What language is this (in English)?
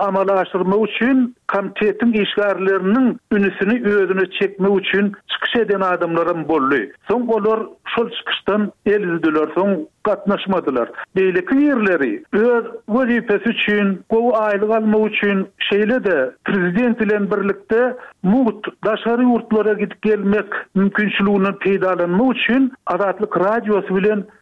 Turkmen